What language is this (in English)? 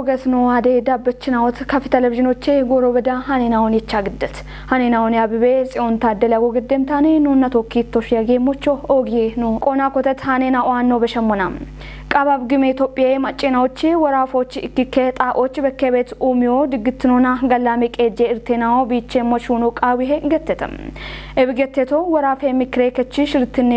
Kafa